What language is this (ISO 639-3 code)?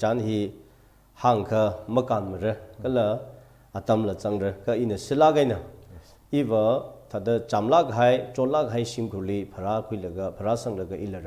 nmf